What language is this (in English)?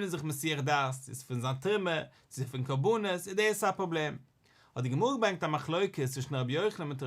Yiddish